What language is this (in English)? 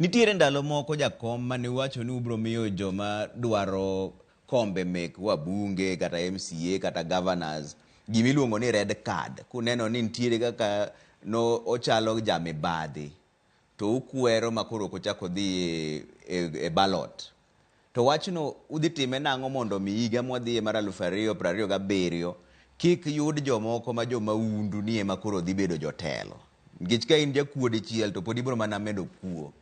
Luo (Kenya and Tanzania)